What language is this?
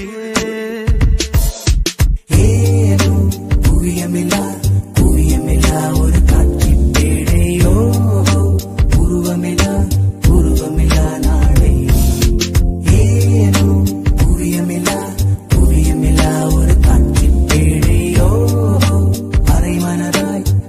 Tamil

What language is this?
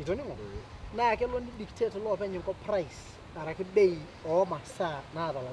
Masai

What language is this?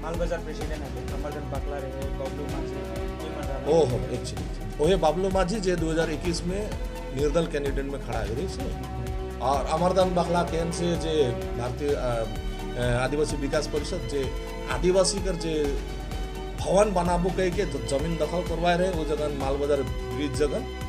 Sadri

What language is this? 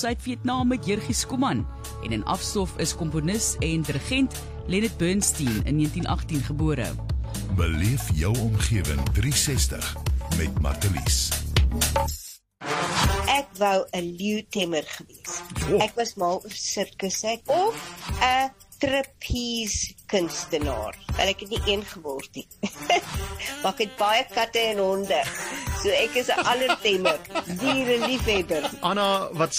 Afrikaans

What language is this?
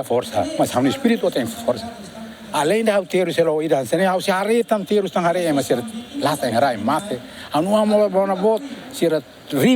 Tetum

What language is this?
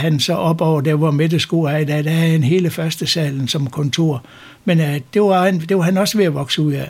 Danish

